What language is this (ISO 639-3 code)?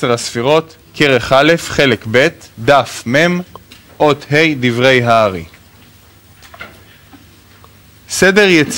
heb